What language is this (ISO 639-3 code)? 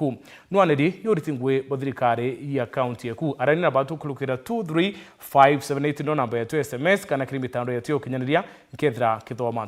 mer